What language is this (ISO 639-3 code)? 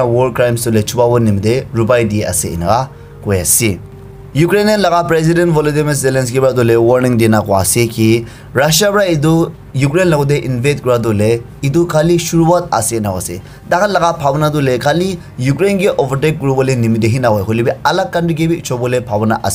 nag